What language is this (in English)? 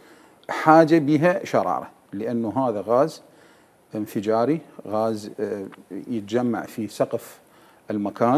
Mesopotamian Arabic